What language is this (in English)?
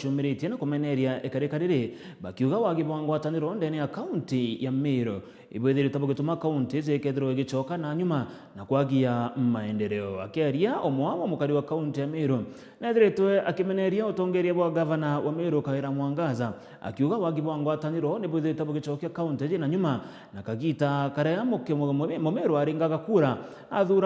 Meru